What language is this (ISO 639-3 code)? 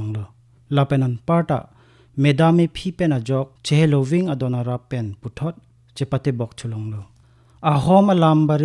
mjw